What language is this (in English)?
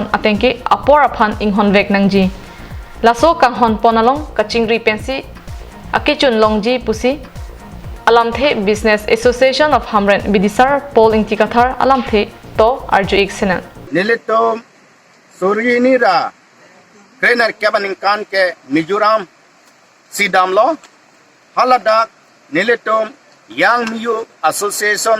Karbi